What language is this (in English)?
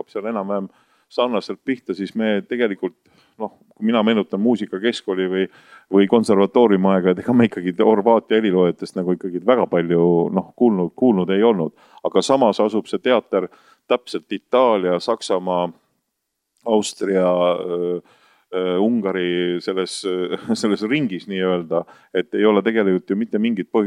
Estonian